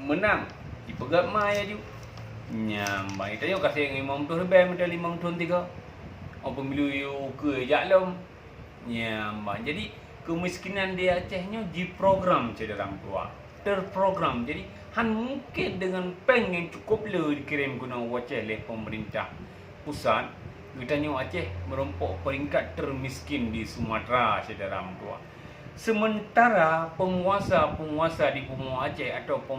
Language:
Achinese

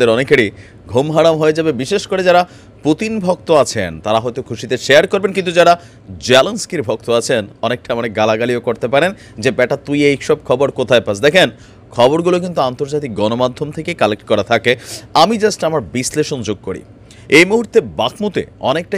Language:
Bangla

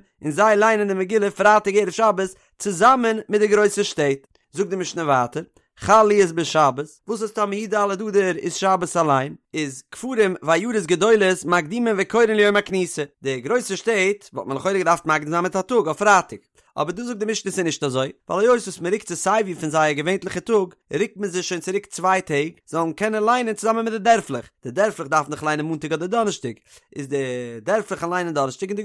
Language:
Yiddish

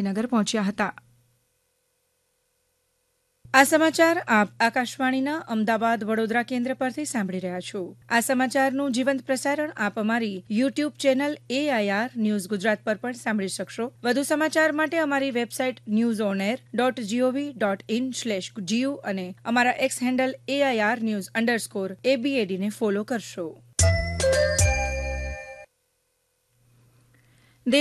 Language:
Gujarati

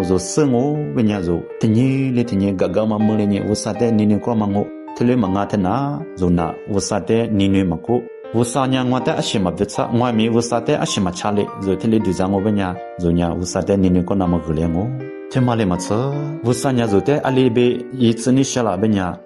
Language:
Lisu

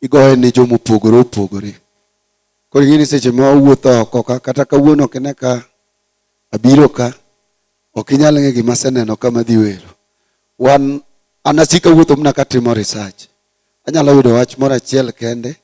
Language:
Luo (Kenya and Tanzania)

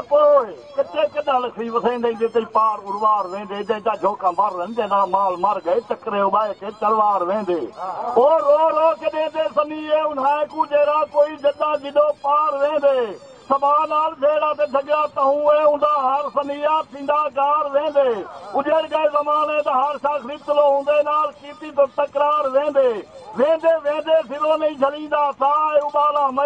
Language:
Saraiki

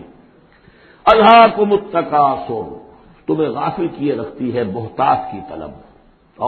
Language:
Urdu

